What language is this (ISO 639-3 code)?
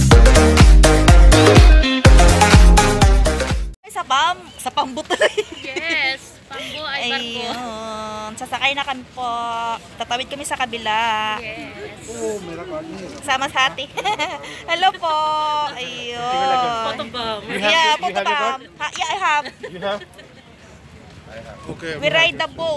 fil